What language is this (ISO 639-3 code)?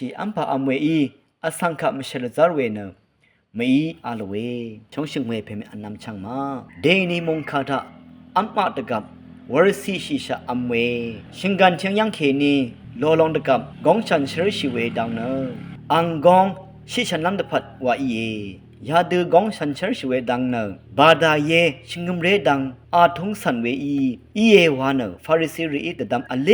raw